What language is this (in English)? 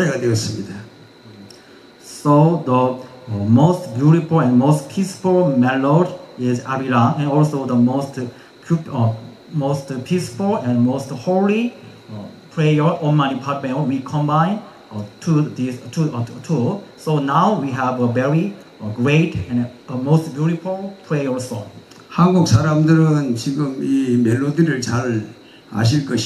Korean